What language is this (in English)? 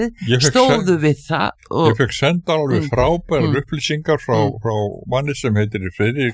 Icelandic